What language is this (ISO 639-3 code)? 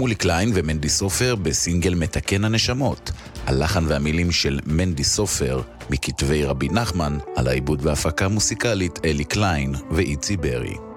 heb